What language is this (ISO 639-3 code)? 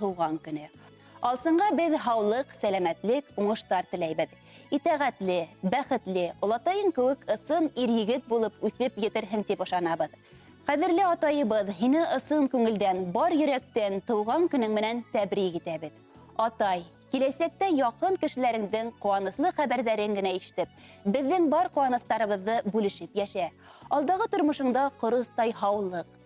bak